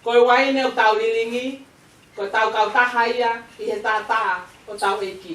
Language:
Tongan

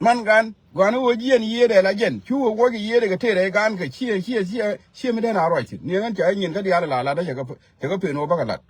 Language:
Nuer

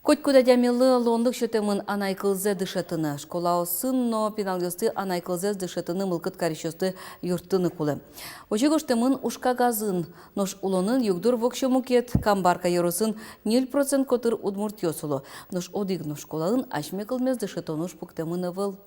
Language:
Udmurt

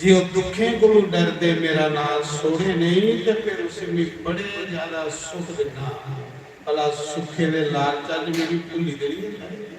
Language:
Dogri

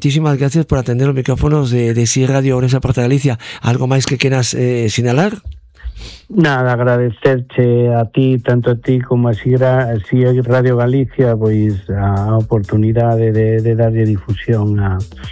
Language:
Galician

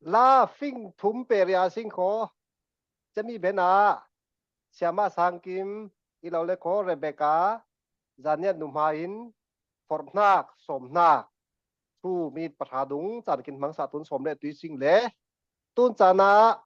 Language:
Falam Chin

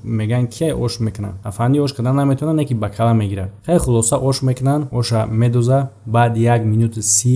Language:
Tajik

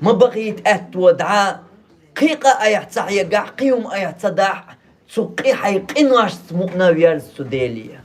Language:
Chechen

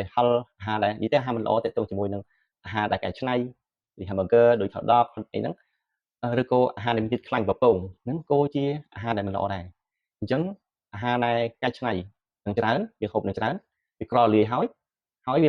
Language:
Khmer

